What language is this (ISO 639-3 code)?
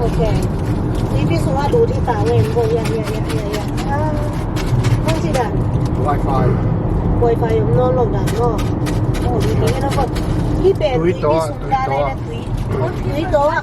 ctd